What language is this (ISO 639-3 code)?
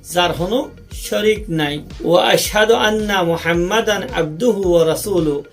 rhg